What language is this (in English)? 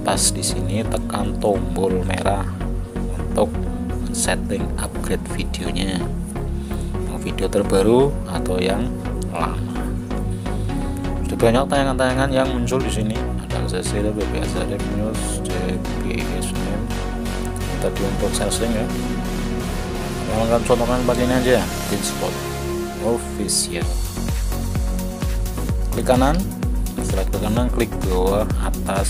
Indonesian